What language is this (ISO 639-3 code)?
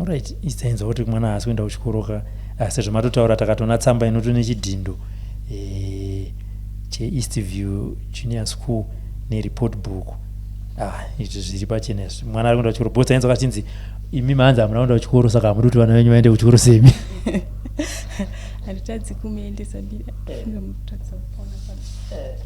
sna